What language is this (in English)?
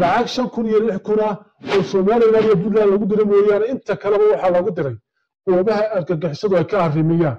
Somali